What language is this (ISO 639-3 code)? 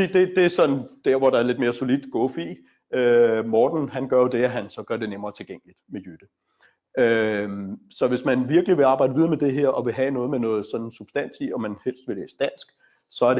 dan